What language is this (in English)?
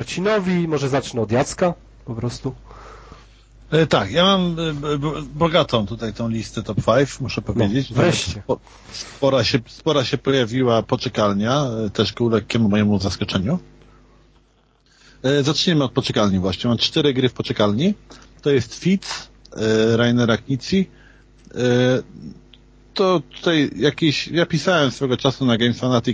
Polish